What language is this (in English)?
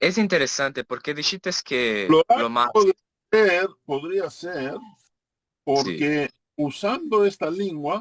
Ladino